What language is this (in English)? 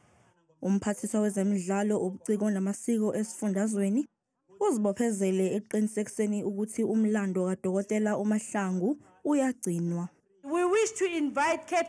Zulu